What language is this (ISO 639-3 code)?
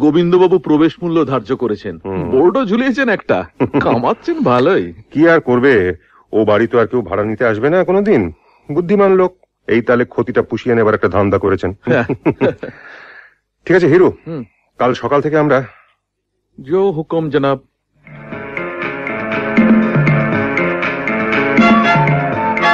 ben